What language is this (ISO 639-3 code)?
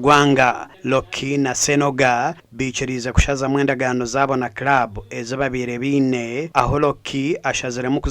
nyn